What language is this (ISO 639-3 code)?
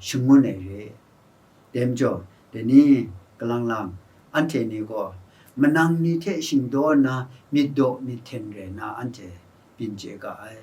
kac